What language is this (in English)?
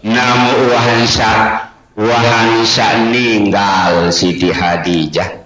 Sasak